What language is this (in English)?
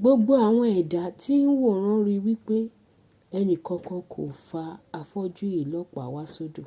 Yoruba